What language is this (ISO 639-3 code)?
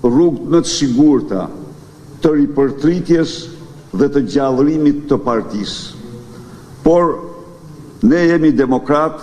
sqi